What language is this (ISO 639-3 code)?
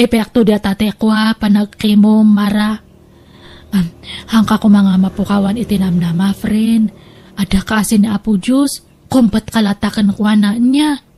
ilo